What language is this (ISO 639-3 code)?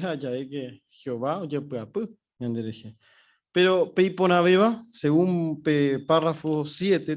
grn